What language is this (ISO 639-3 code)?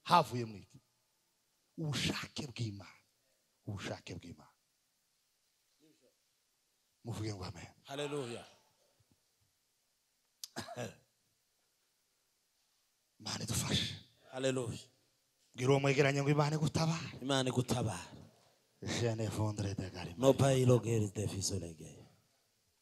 kin